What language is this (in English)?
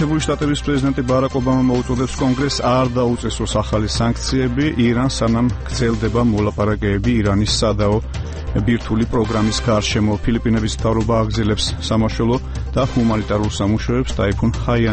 Georgian